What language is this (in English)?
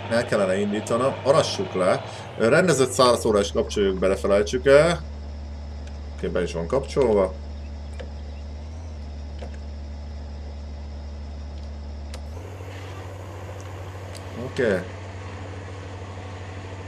Hungarian